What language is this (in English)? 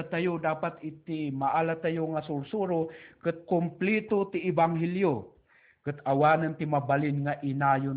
Iloko